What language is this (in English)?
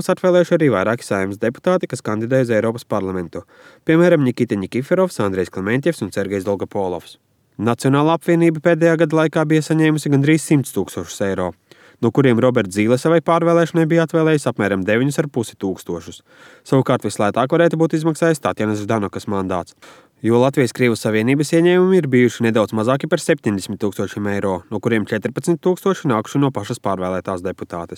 Latvian